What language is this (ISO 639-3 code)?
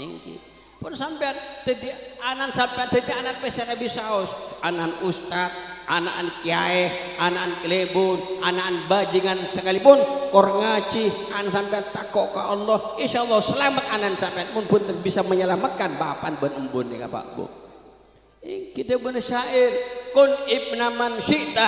mad